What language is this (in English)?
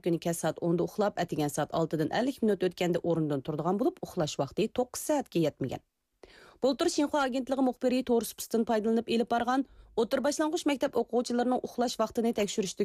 Uyghur